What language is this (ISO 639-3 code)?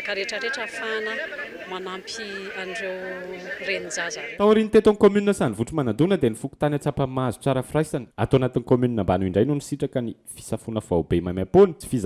mlg